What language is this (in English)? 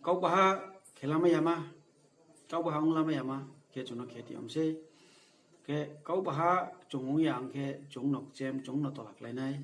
Riang (India)